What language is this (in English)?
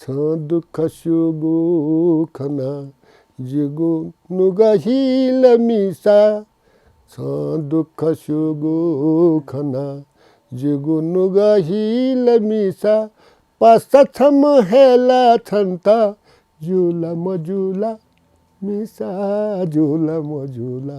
Newari